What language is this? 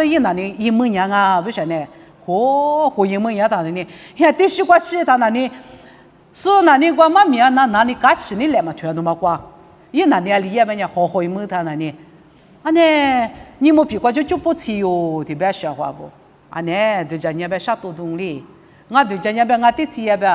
Lisu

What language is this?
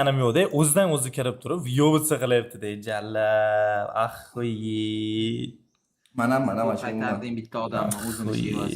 Uzbek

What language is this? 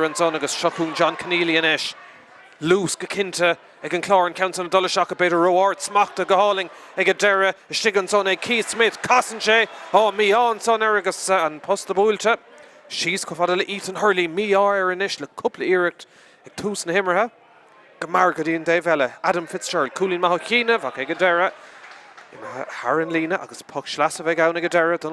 Irish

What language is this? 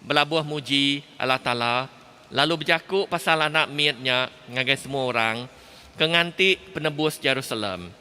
Iban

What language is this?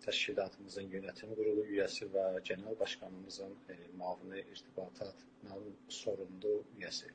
South Azerbaijani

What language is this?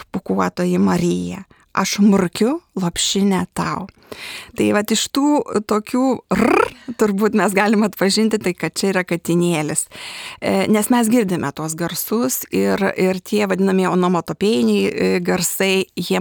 Lithuanian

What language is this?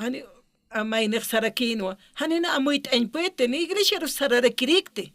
Aymara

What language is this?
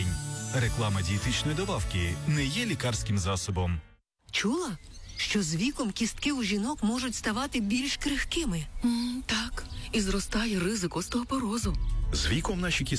Ukrainian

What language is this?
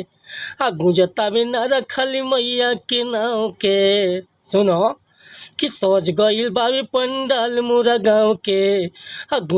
Bhojpuri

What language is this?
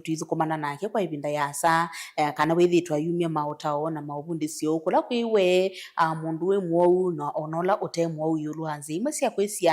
Kamba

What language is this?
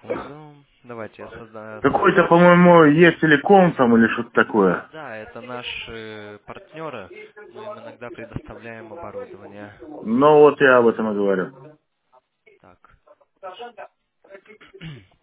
Russian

